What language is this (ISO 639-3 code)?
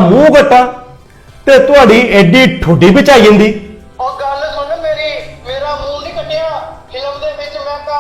doi